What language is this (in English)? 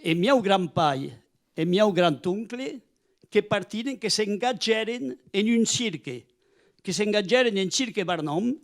Occitan